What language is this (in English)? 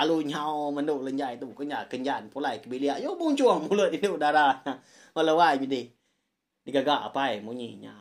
Iban